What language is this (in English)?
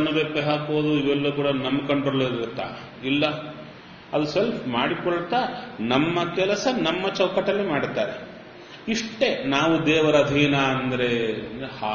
Kannada